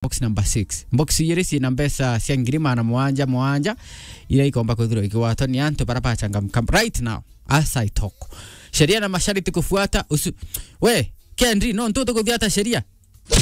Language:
Meru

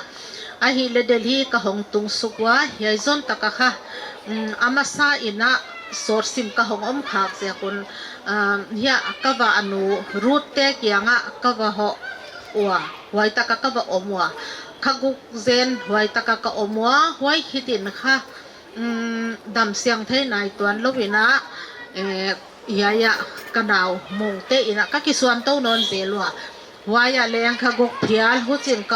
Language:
Paite Chin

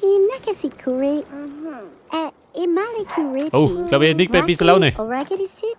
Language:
Bavarian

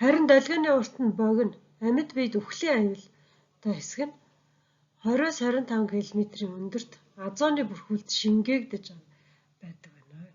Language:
Mongolian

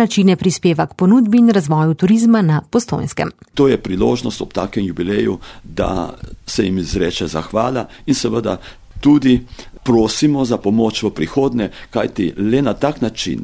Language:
Slovenian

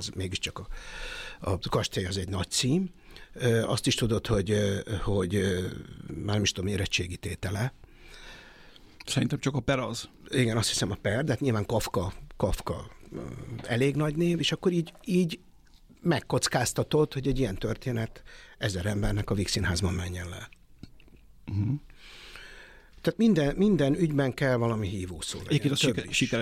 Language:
Hungarian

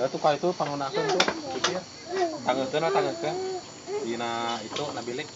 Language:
Sundanese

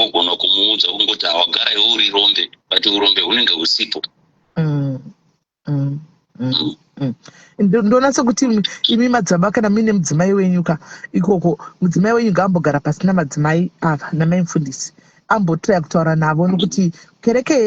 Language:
Shona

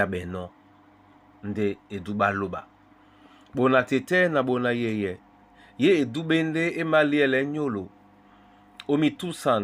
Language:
Duala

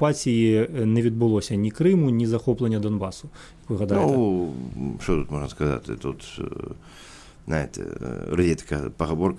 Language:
Ukrainian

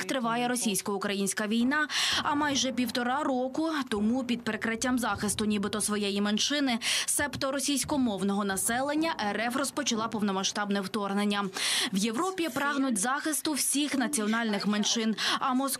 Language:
Ukrainian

